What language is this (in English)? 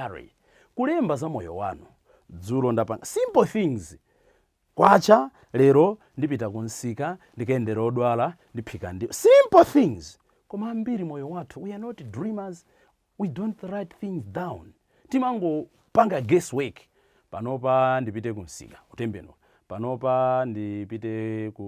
Nyanja